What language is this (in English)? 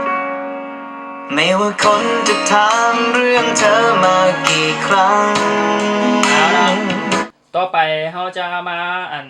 Lao